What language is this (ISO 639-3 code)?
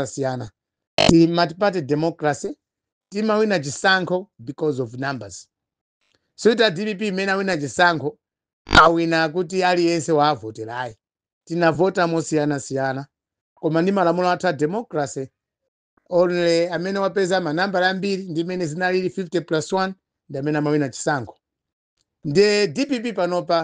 nya